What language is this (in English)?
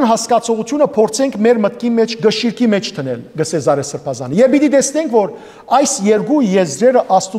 Western Armenian